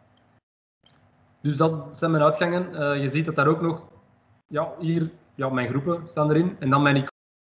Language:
Dutch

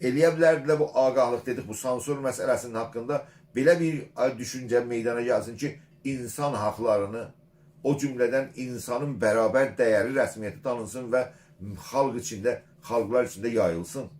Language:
South Azerbaijani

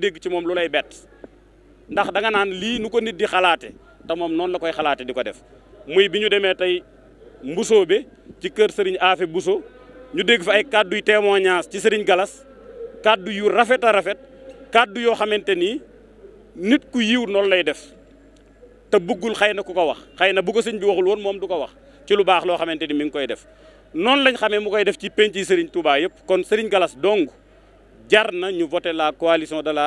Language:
Wolof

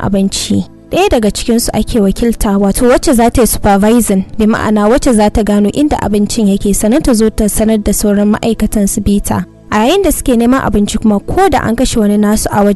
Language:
Hausa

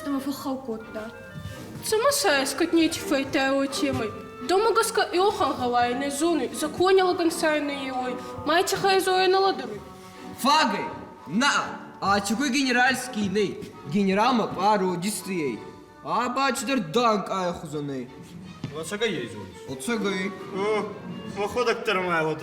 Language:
Ossetic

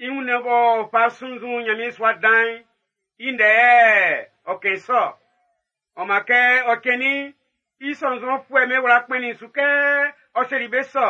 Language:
Baoulé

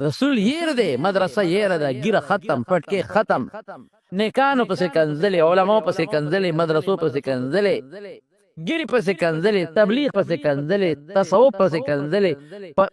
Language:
Pashto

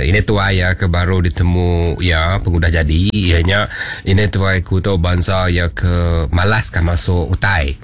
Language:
Iban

